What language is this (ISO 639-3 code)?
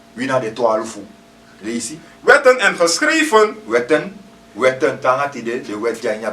srn